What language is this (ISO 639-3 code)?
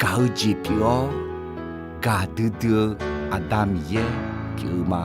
ahk